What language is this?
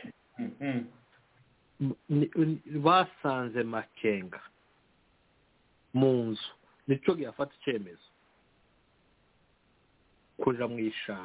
Kinyarwanda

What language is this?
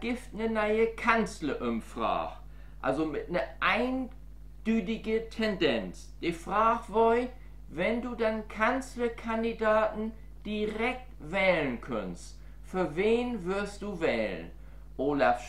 Low German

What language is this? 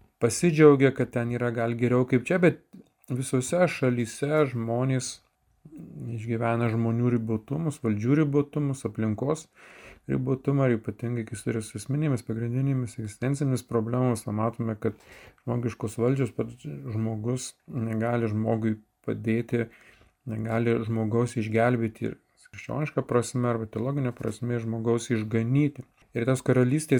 Lithuanian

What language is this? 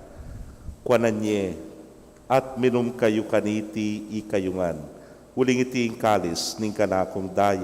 Pampanga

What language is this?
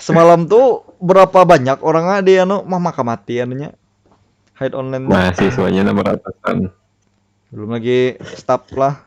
Banjar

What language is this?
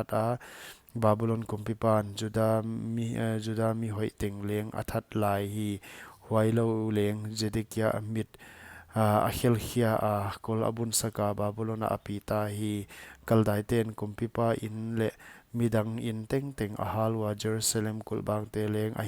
Paite Chin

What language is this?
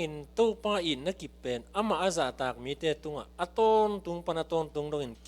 Tedim Chin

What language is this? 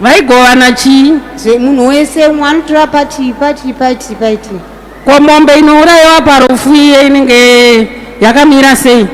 Shona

